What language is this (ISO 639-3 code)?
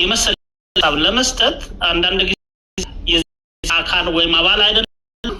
amh